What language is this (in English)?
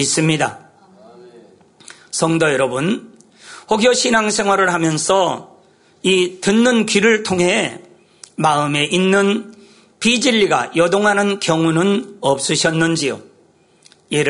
Korean